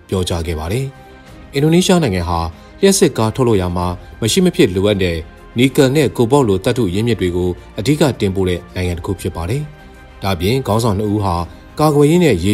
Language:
Burmese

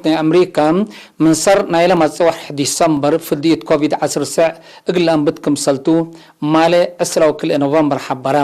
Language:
Tigre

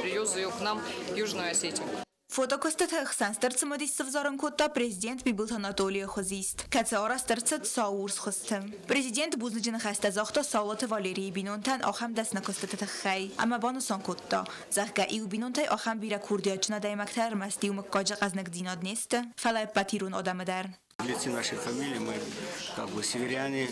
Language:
Ossetic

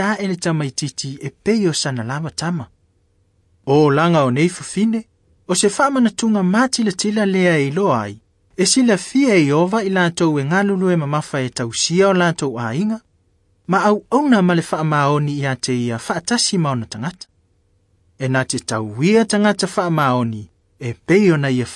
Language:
Samoan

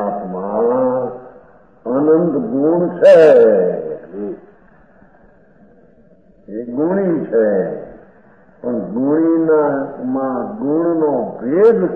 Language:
Gujarati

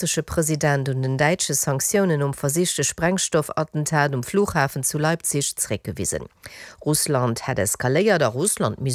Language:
Luxembourgish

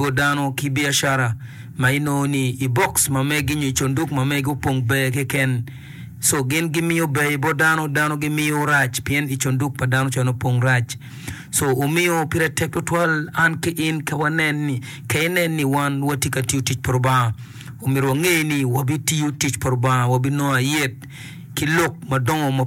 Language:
Acoli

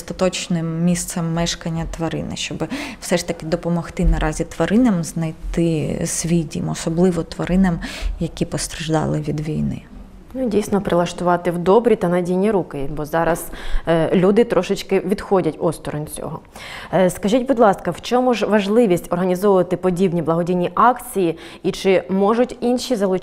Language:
Ukrainian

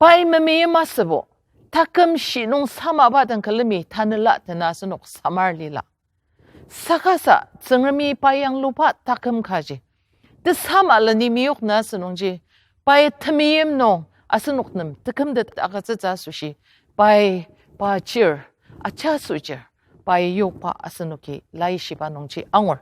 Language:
Ao Naga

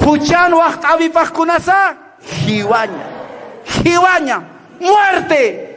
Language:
Aymara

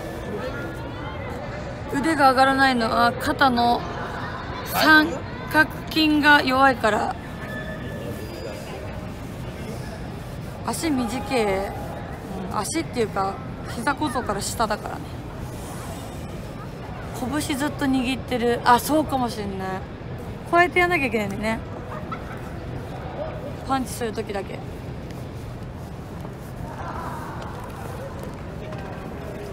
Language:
Japanese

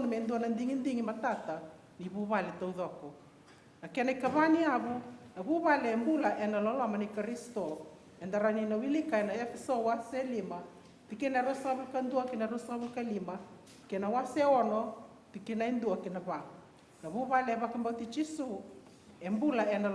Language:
Fijian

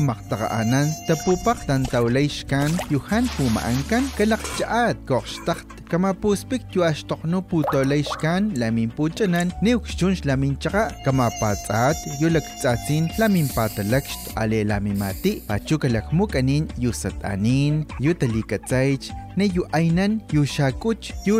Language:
Spanish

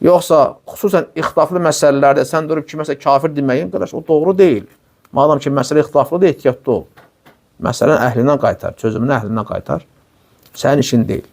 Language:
Azerbaijani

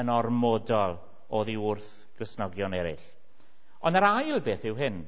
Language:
Welsh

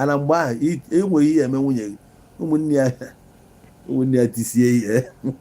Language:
Igbo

